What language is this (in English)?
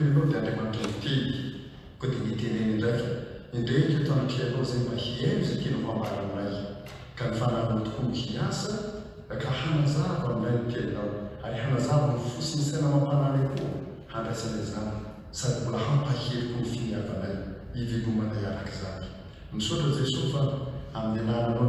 Malagasy